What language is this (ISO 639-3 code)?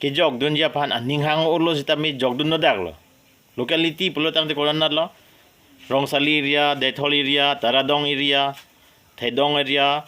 mjw